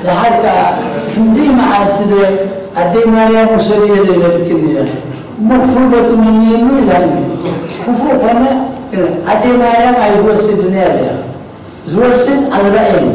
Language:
Tigrinya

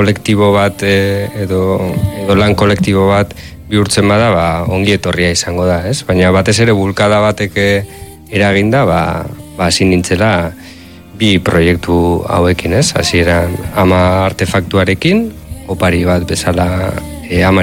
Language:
Basque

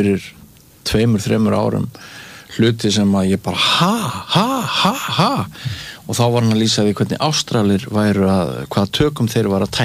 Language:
Icelandic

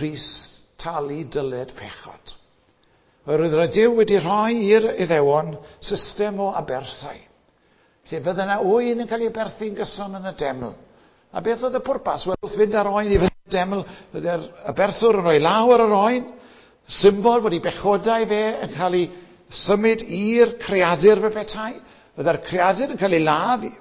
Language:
Welsh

